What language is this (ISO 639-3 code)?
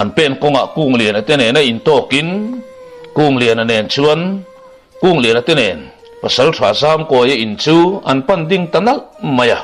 lus